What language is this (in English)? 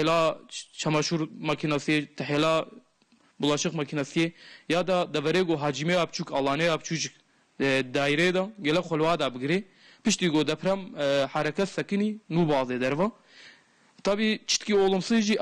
Kurdish